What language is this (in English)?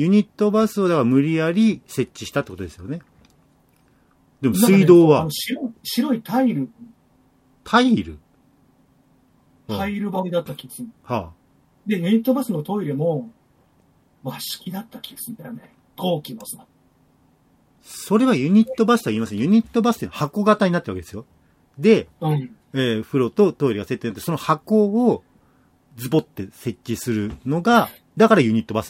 Japanese